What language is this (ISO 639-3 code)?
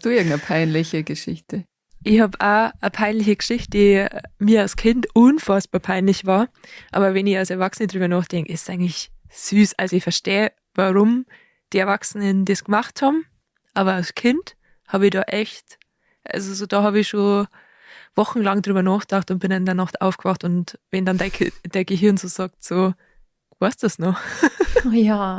bar